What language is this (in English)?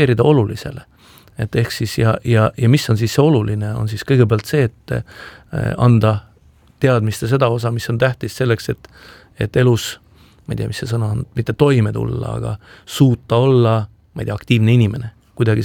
Estonian